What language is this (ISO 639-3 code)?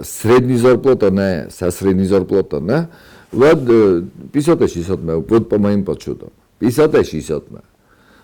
oss